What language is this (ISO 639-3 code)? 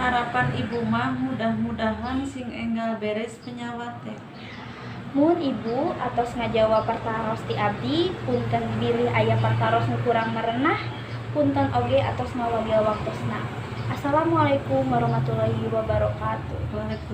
sun